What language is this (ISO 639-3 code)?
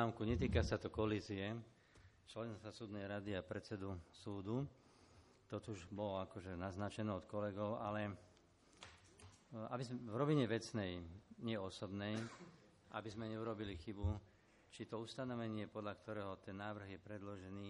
slk